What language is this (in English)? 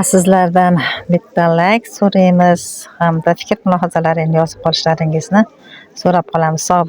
Uzbek